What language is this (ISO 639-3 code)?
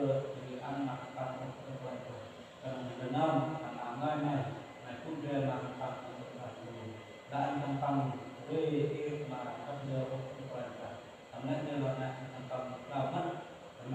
cmo